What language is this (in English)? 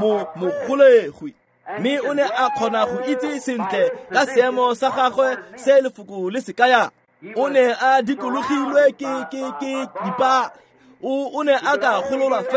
Tswana